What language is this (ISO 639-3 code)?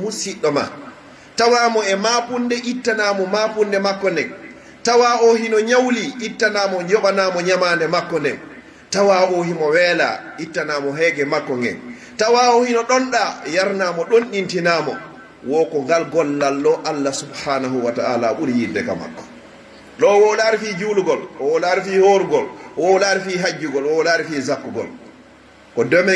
ful